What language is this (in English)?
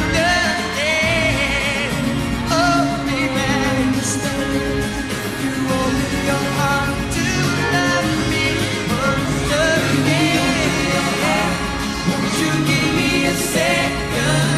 English